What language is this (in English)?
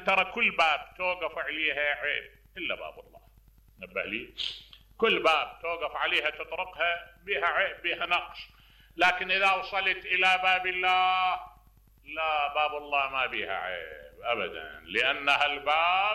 Mesopotamian Arabic